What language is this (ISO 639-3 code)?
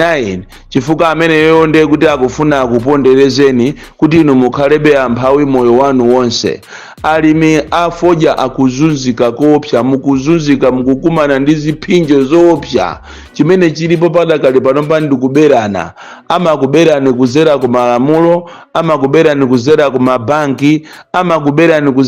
nya